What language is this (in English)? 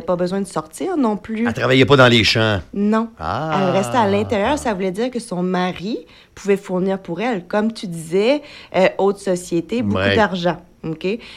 French